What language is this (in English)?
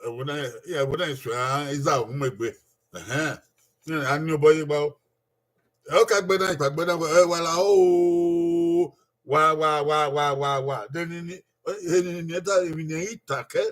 Bini